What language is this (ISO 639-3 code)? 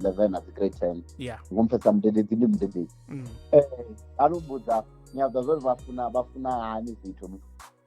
ven